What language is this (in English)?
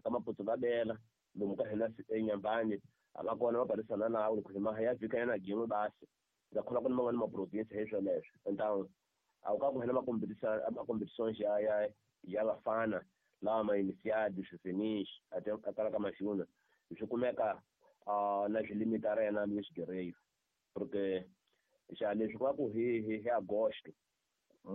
Tsonga